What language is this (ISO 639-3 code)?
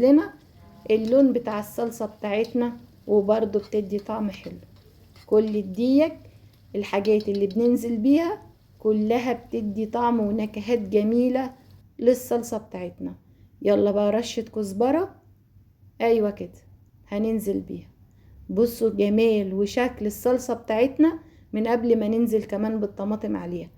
arz